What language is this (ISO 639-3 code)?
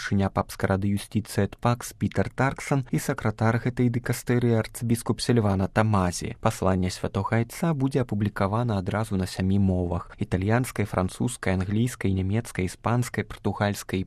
bel